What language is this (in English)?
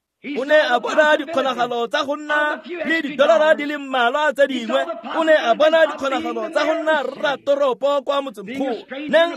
Tswana